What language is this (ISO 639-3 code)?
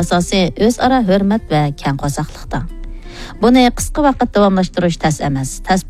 uig